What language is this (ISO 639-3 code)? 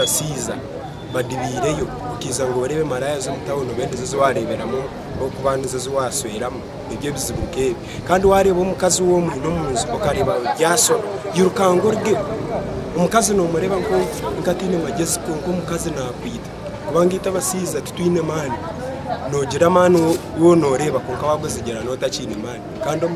nyn